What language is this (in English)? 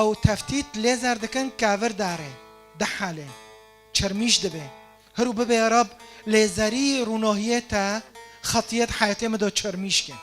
Kurdish